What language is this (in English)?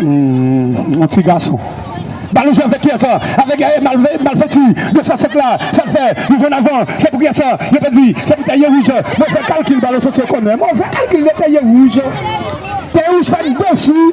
Haitian Creole